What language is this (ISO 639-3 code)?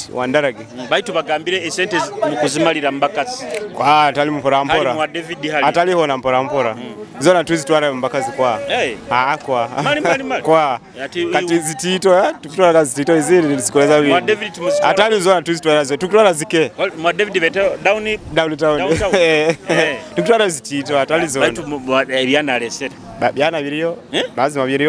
nyo